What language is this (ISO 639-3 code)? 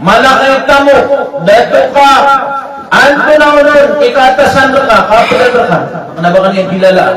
mrw